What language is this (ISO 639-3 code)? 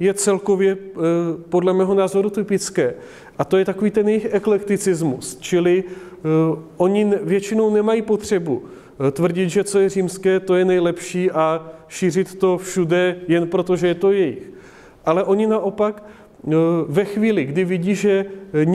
ces